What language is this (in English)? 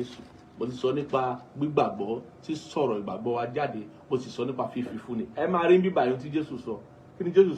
Yoruba